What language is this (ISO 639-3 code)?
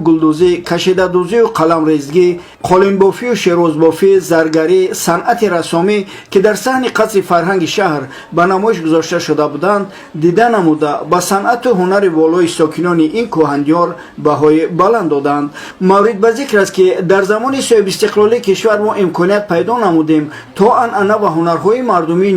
tgk